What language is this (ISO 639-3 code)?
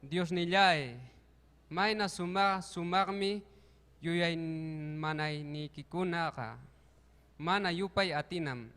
quy